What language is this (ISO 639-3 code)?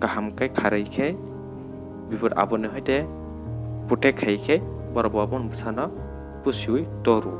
trp